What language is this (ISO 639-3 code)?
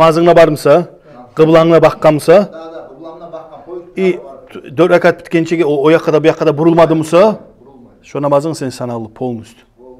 kum